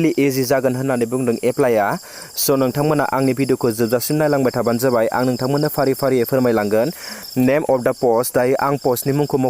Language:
Bodo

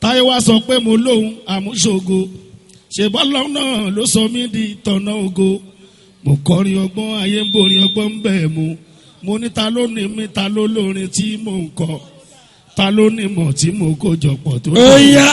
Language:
Yoruba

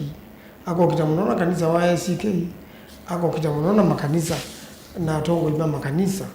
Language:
Kamba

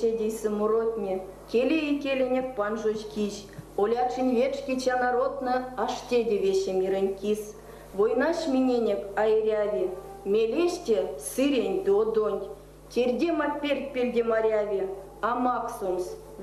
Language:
Erzya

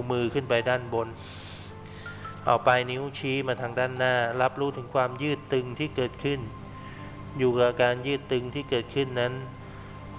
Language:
Thai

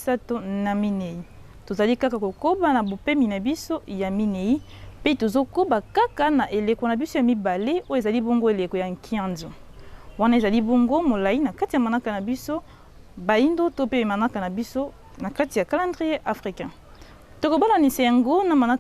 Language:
Lingala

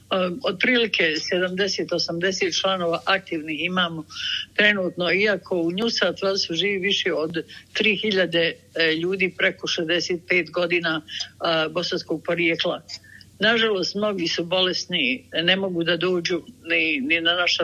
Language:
Bosnian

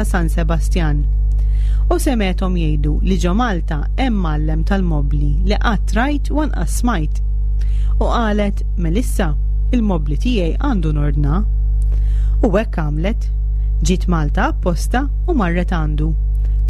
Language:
Maltese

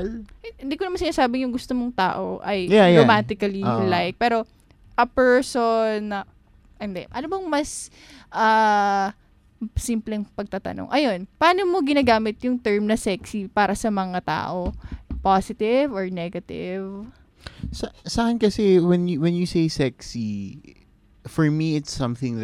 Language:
Filipino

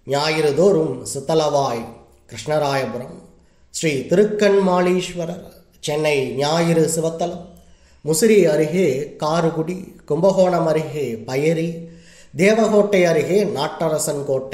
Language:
Tamil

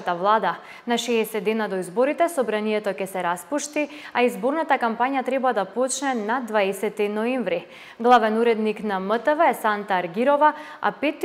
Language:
Macedonian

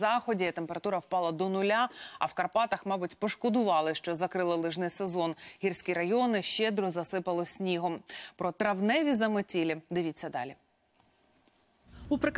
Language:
Ukrainian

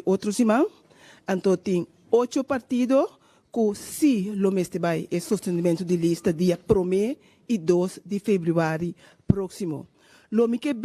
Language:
Papiamento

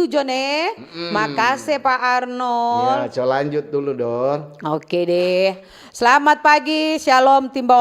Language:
Manado Malay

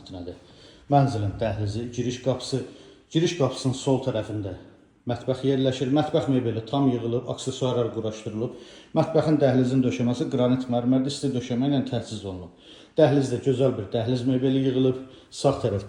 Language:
Azerbaijani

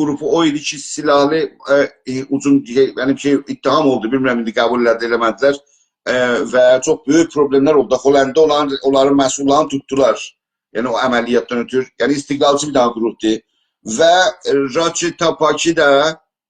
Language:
South Azerbaijani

